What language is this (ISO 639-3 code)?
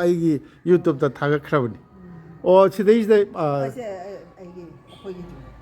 mni